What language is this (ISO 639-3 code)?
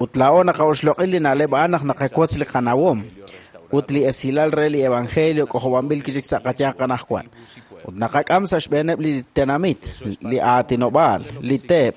kek